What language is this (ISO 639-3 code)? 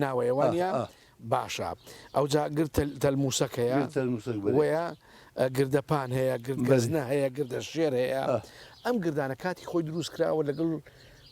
ckb